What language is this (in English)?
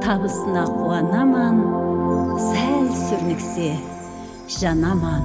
Kara-Kalpak